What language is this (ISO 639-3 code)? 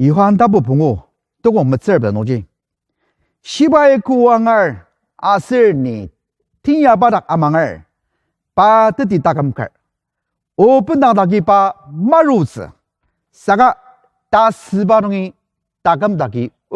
njo